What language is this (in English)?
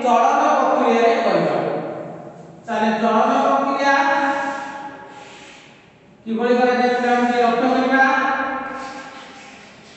Odia